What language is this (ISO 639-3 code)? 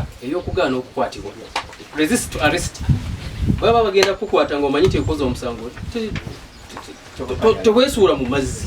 lug